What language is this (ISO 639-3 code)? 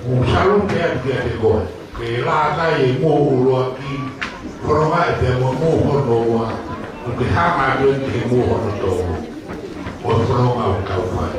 ton